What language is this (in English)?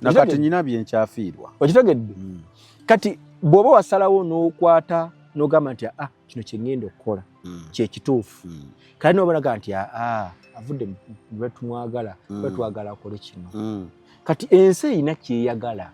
Ganda